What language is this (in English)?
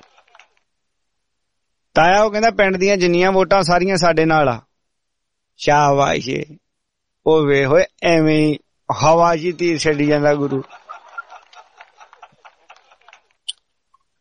Punjabi